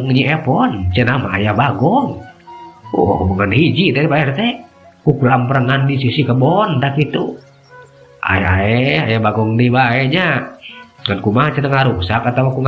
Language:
Sundanese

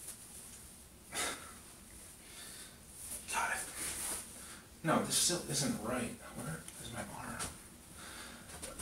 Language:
English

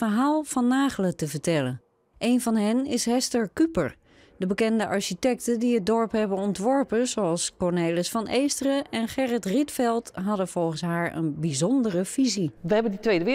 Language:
Dutch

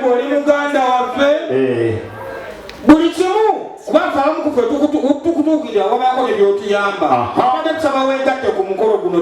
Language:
Ganda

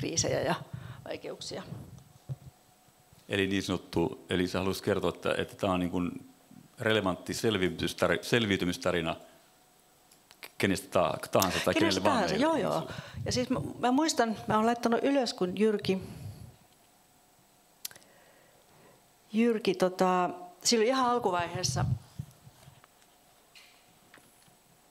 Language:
Finnish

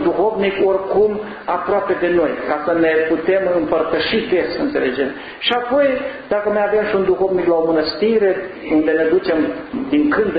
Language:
Romanian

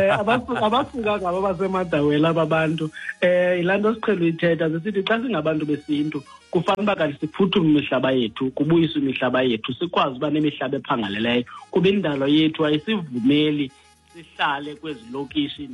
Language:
Xhosa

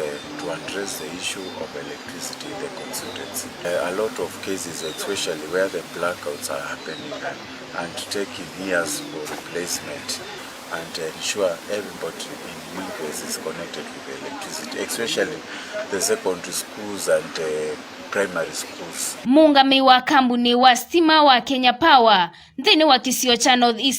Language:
Kamba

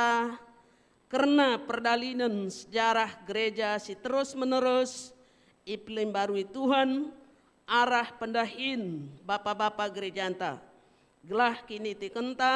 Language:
Batak Karo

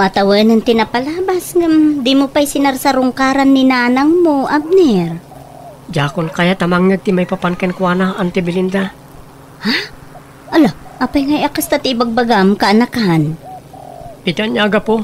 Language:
Iloko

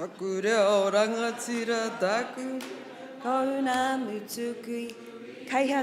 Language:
Māori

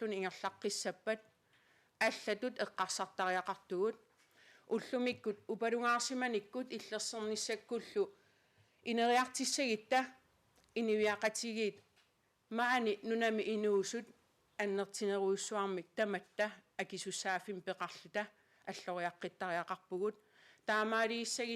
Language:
Kalaallisut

